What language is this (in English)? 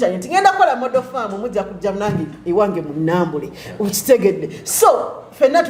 Ganda